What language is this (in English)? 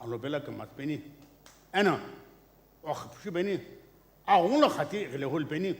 Sumi Naga